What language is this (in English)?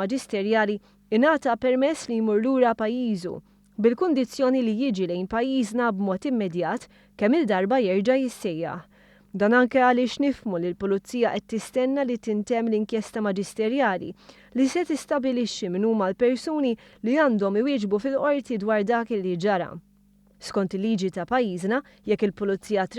Maltese